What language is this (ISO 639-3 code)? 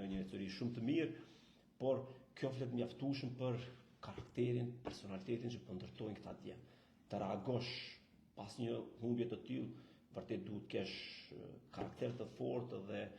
sqi